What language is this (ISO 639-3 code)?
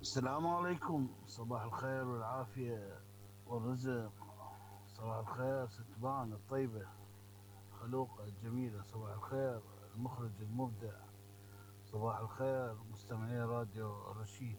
acm